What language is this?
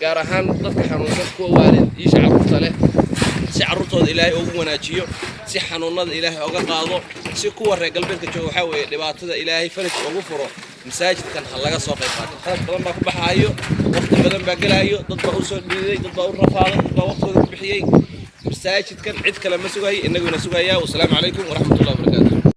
Somali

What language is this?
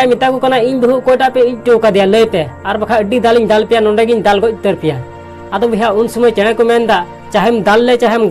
Santali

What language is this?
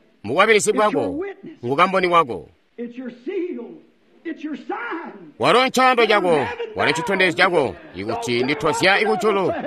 Tonga (Zambia)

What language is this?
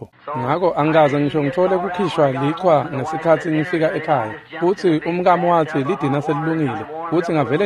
Swati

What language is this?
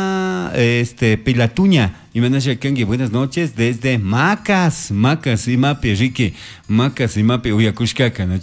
Chimborazo Highland Quichua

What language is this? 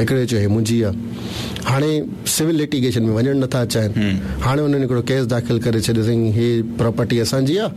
Sindhi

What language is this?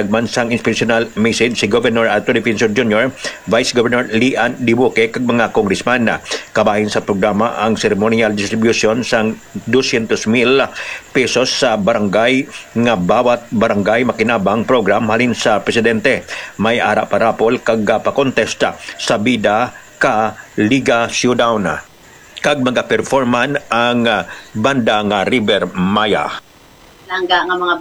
Hiligaynon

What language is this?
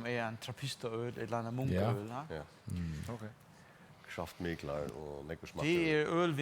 Faroese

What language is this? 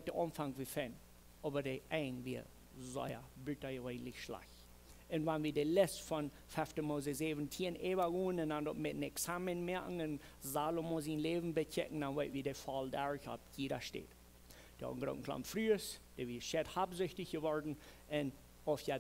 Plautdietsch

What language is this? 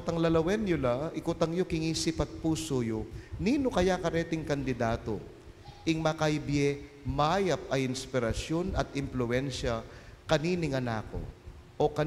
Pampanga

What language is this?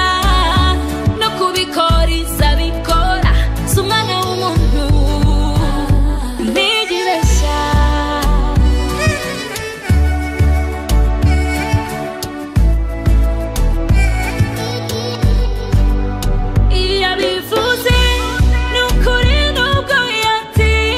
Kinyarwanda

